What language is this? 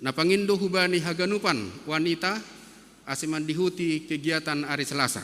Batak Simalungun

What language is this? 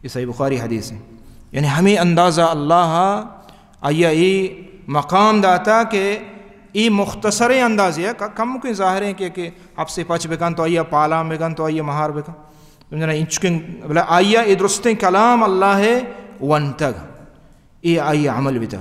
Baluchi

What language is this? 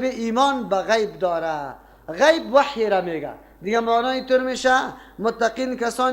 Persian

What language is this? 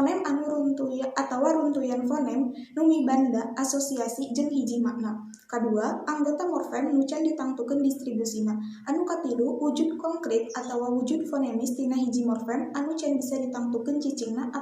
Sundanese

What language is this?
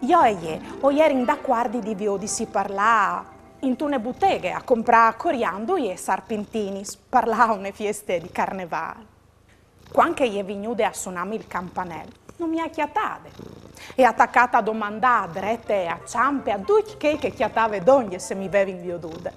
Friulian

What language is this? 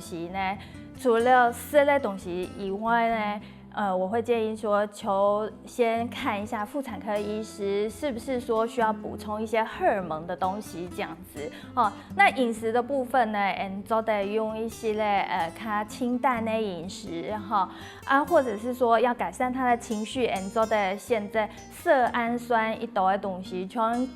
Hakka Chinese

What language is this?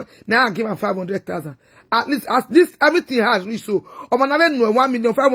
Nigerian Pidgin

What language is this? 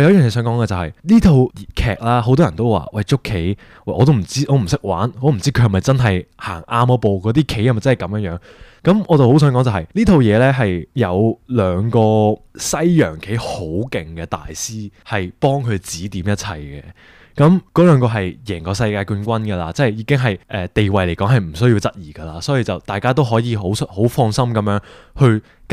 Cantonese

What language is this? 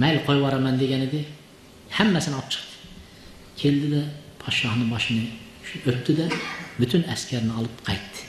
Uzbek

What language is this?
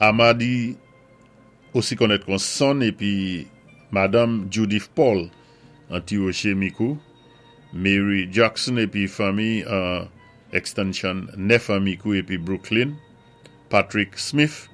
Saint Lucian Creole French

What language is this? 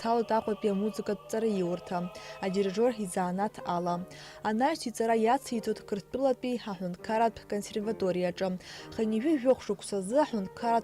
Abkhazian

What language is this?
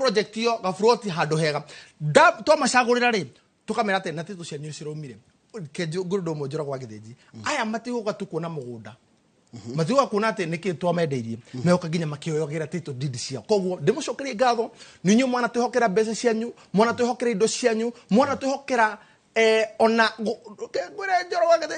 Kikuyu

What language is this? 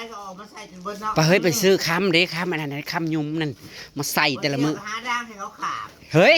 Northeastern Thai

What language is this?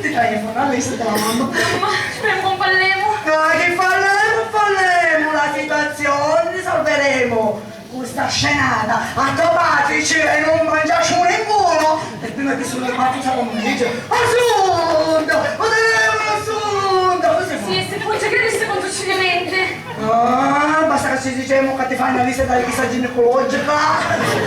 Sicilian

